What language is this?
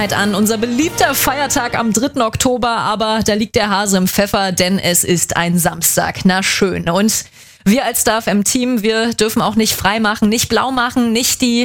German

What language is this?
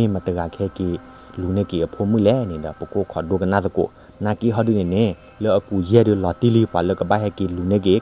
S'gaw Karen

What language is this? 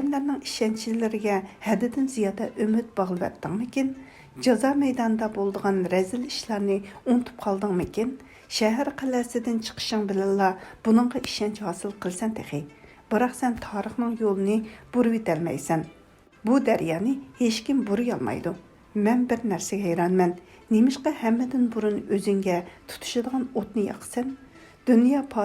Uyghur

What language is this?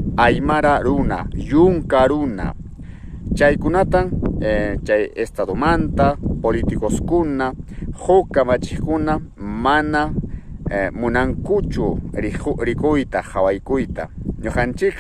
Ayacucho Quechua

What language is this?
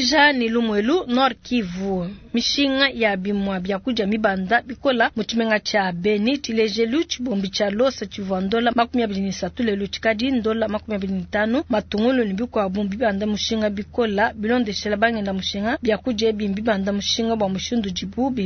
Luba-Lulua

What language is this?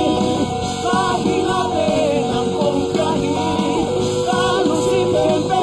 Tedim Chin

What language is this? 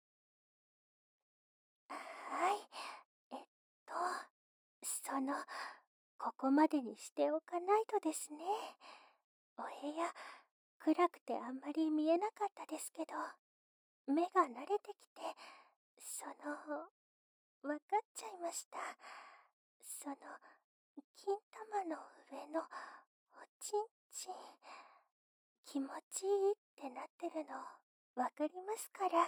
Japanese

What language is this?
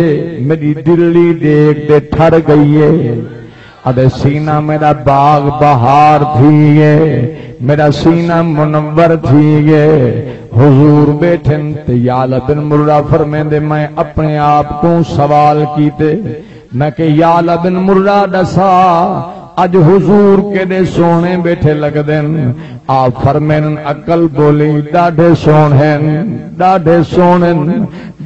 Saraiki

